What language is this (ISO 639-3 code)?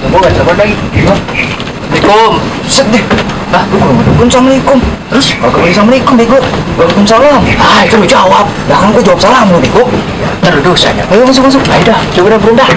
bew